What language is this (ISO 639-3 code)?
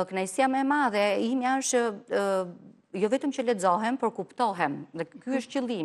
sqi